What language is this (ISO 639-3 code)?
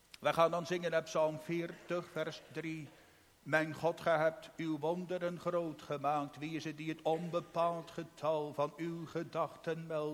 nld